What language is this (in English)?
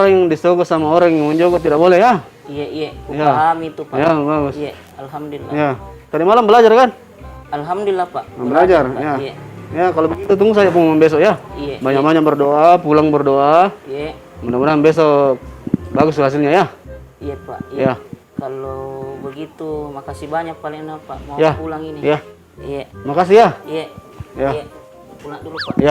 Makassar Malay